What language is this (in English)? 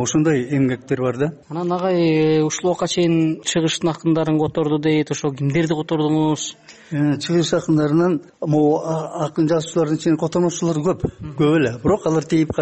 Kyrgyz